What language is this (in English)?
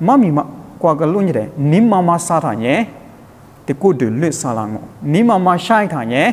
Lisu